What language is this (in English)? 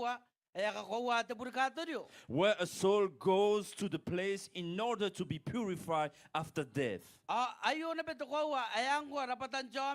Gilbertese